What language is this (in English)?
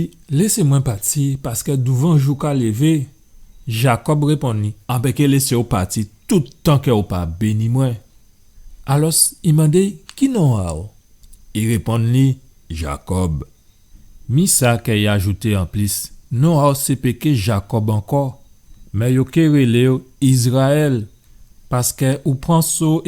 Guadeloupean Creole French